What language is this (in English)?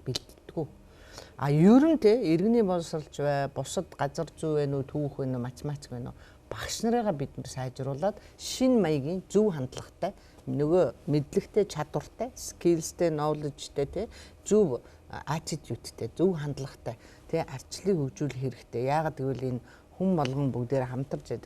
Mongolian